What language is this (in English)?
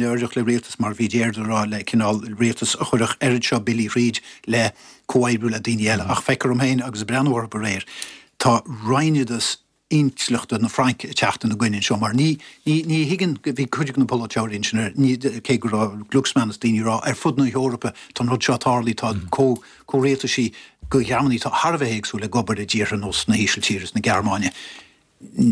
Irish